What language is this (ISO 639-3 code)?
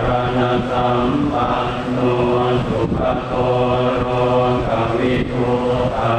pli